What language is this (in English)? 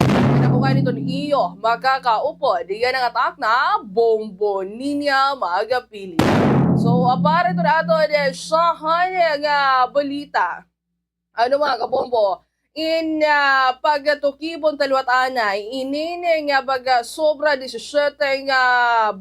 Waray